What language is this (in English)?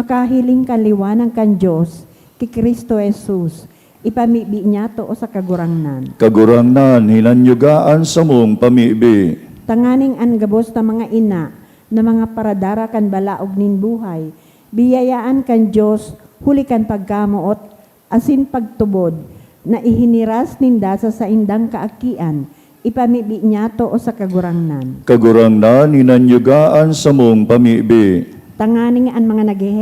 Bikol